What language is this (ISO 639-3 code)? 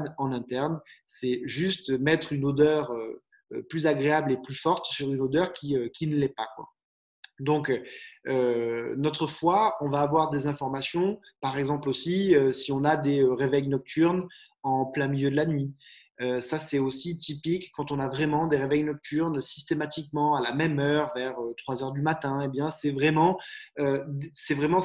fra